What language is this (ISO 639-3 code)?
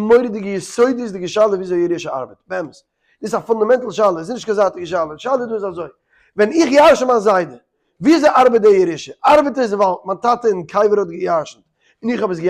yid